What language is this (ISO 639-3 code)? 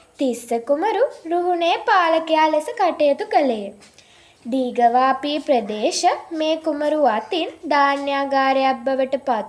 sin